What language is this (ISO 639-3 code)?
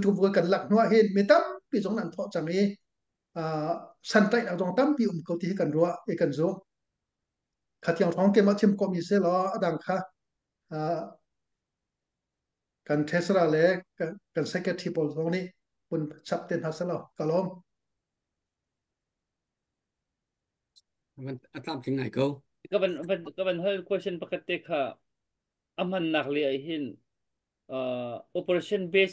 tha